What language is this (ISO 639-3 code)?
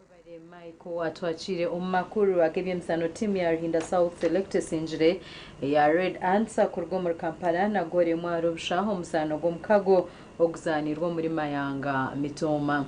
nyn